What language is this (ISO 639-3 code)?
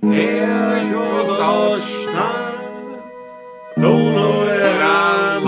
bar